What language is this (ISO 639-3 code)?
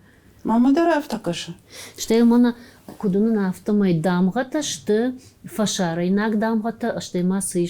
oss